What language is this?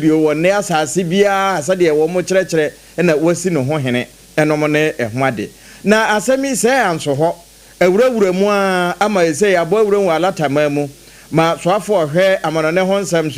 Akan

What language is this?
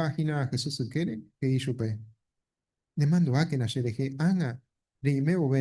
Guarani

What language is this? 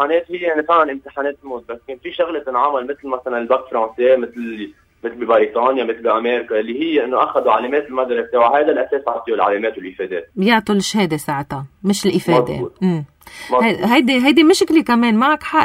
North Levantine Arabic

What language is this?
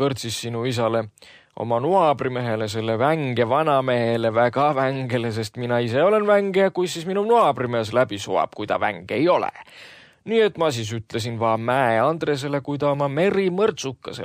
Estonian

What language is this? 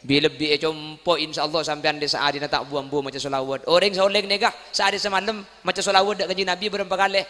Madurese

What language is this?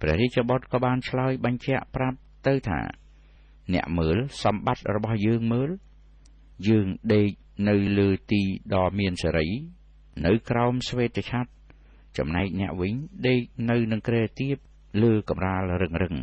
Khmer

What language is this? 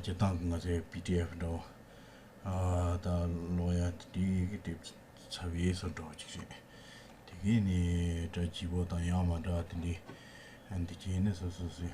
Tibetan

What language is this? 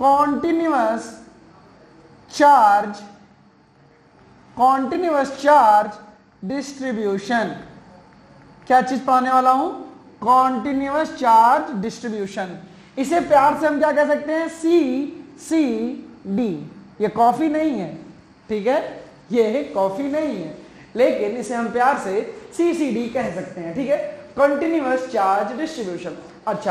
Hindi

